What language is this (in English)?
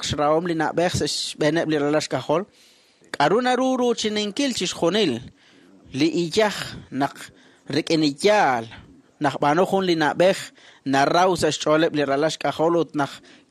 Kekchí